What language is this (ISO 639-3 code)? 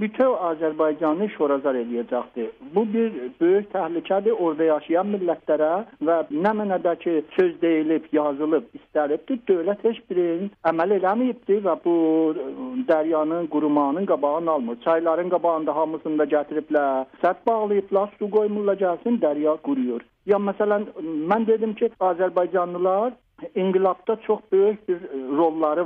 azb